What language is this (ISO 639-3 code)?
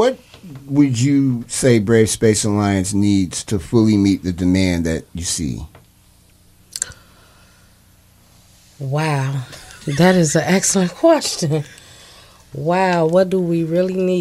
eng